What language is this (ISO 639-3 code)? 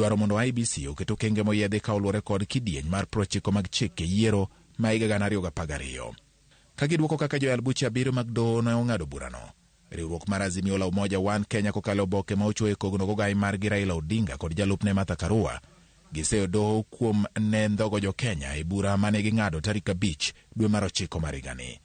luo